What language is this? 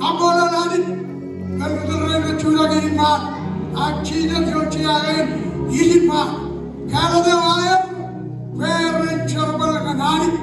Marshallese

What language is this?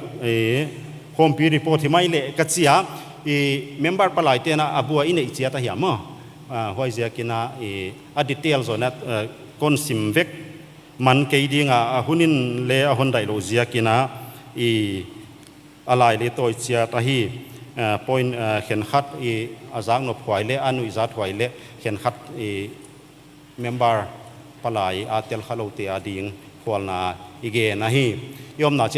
Paite Chin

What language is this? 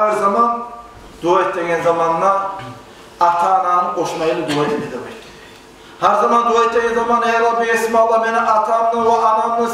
Kumyk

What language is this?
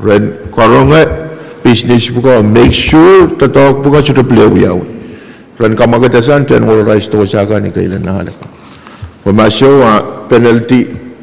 Pohnpeian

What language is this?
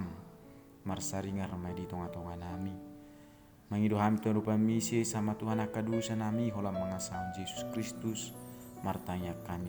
Batak Toba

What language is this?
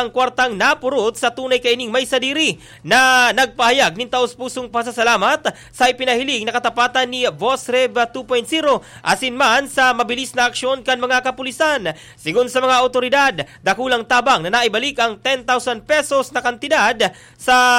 Bikol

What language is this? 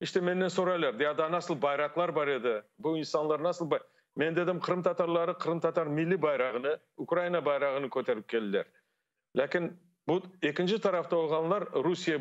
Crimean Tatar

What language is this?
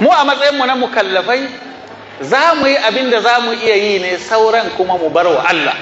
Hausa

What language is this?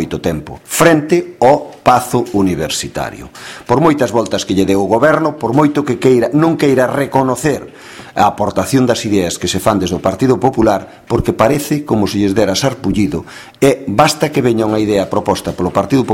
Galician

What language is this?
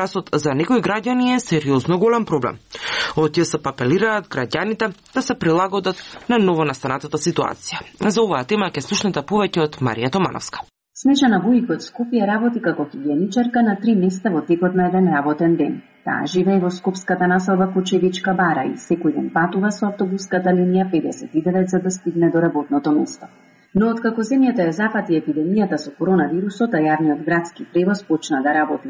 Macedonian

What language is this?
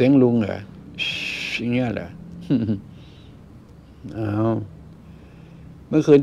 Thai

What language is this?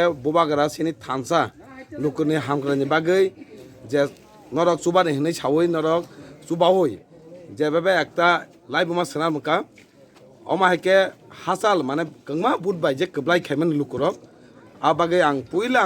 Kok Borok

